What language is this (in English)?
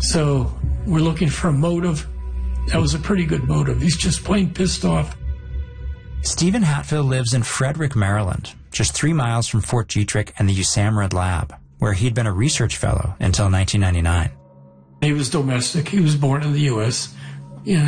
English